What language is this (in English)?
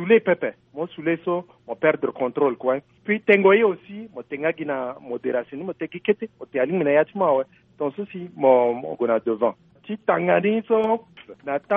Sango